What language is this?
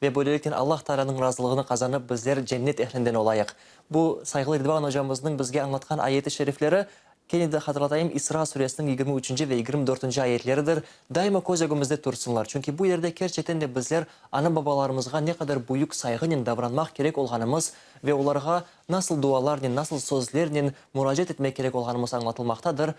Crimean Tatar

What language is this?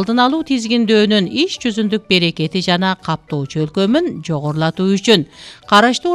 Kyrgyz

